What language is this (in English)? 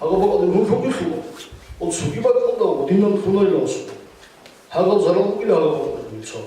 Avaric